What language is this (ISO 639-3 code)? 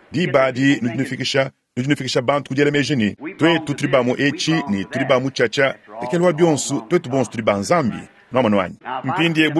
lua